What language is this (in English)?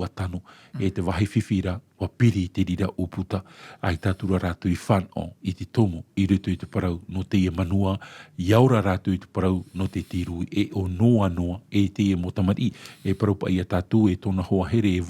Tahitian